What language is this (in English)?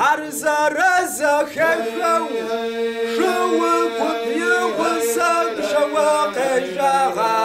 Kabardian